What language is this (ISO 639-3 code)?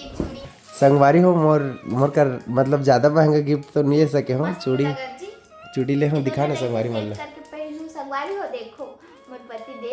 hne